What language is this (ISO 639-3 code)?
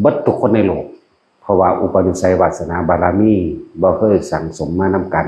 tts